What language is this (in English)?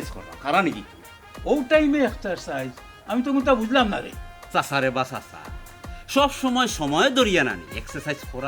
Sylheti